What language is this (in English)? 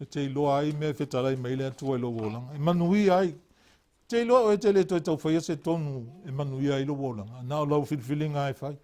Samoan